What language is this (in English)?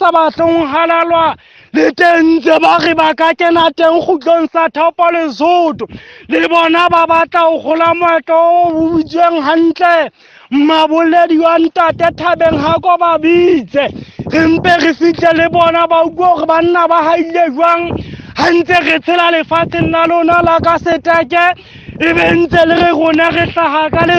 Southern Sotho